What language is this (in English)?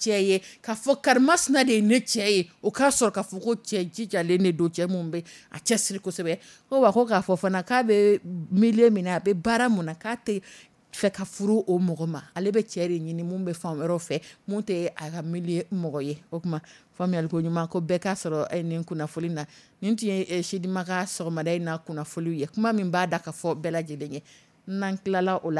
Dyula